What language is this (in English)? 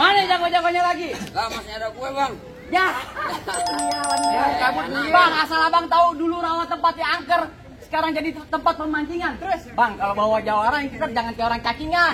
Betawi